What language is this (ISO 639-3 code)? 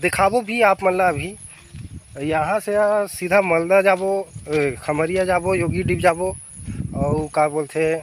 hne